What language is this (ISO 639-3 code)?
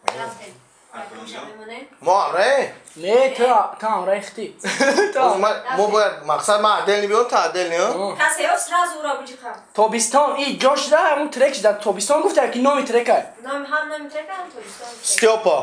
tgk